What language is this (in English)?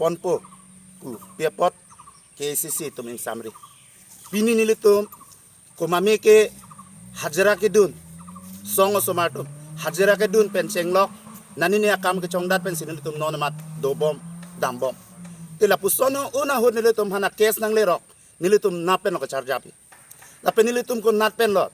Karbi